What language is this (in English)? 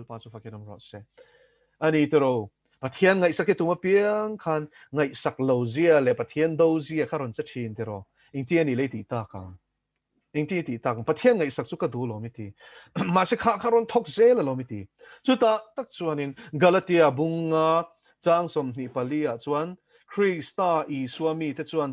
Mizo